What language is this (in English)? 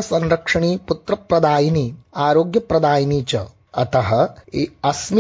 Sanskrit